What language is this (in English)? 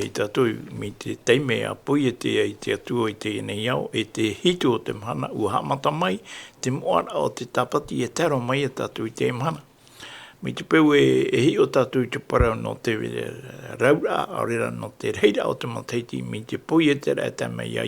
Tahitian